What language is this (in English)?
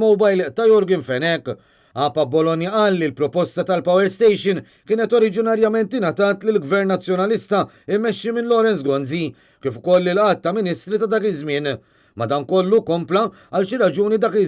Maltese